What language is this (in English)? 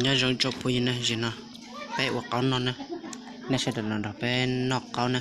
Hmong